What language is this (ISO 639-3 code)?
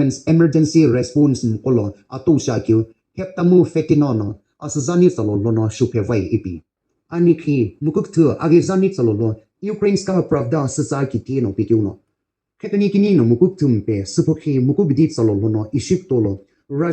nsm